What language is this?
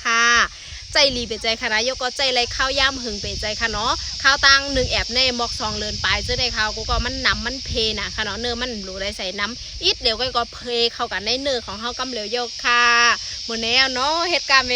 Shan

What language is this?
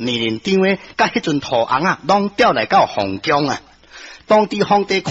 Min Nan Chinese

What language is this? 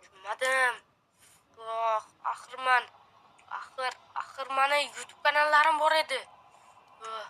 Uzbek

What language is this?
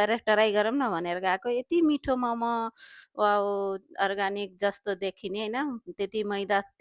Nepali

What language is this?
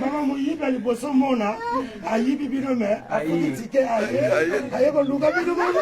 Lingala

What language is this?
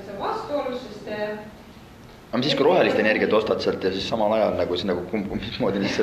Estonian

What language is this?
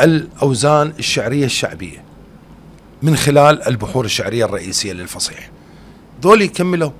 Mesopotamian Arabic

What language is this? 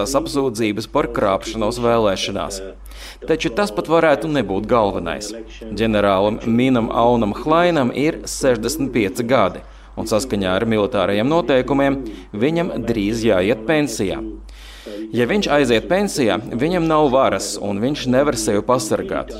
Latvian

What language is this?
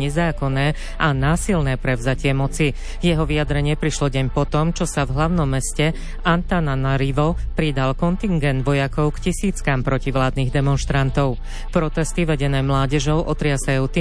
Slovak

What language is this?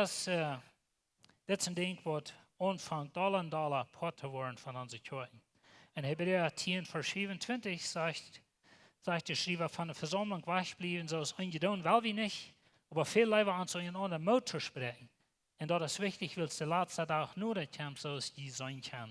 Plautdietsch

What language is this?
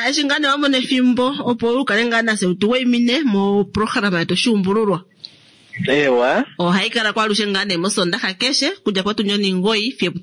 Kuanyama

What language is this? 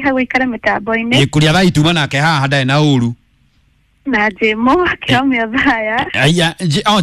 Kikuyu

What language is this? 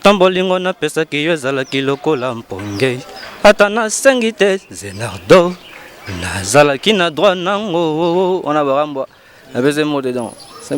Lingala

